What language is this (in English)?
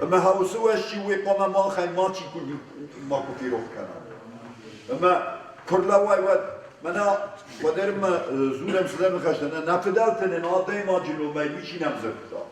Ossetic